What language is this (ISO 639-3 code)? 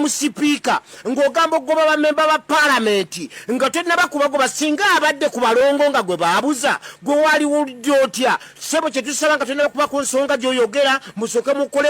lug